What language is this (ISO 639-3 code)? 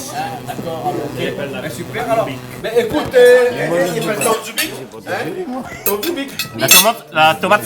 rcf